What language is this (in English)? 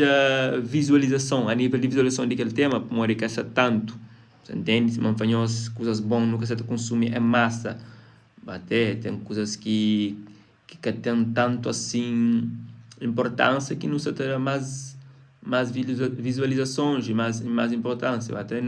Kabuverdianu